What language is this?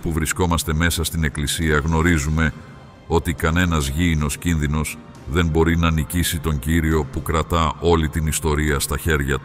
Greek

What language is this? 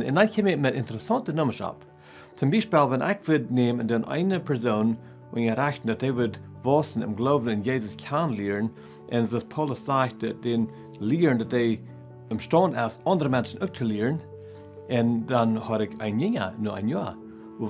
Plautdietsch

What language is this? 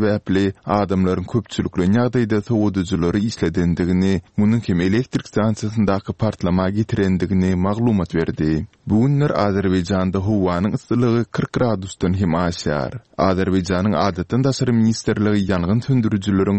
Turkmen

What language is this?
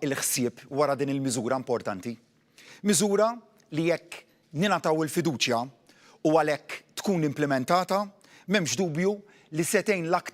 Maltese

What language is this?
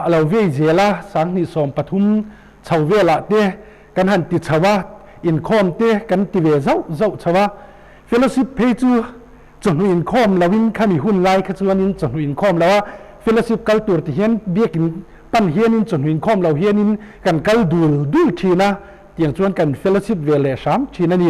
Mizo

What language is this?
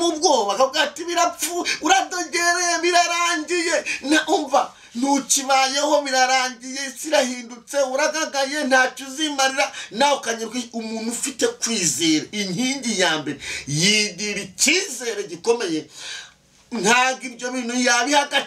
Kinyarwanda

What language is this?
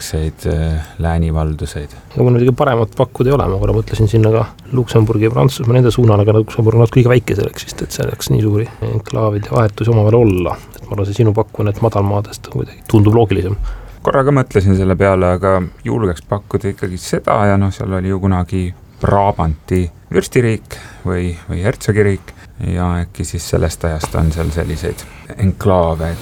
Estonian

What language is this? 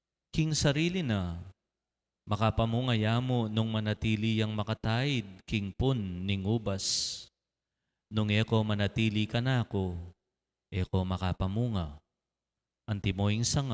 Pampanga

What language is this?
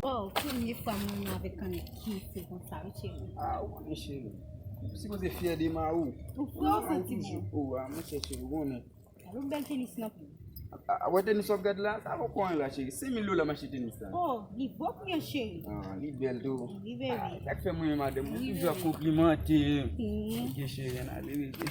Haitian Creole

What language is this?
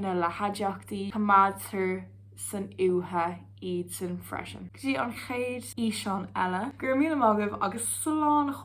Irish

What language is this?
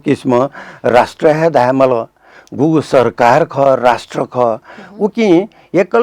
Newari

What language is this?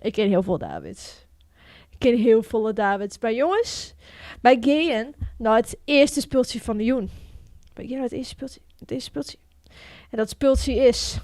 Western Frisian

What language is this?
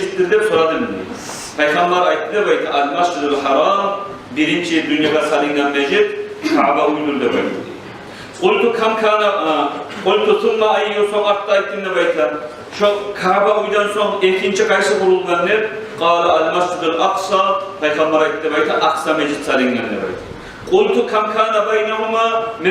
Kumyk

